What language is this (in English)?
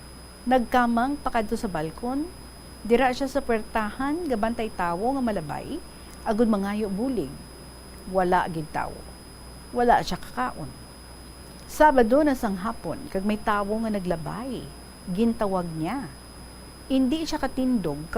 Hiligaynon